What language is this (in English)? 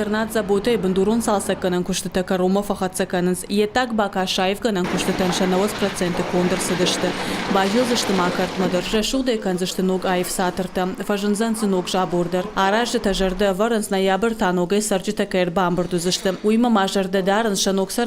Ossetic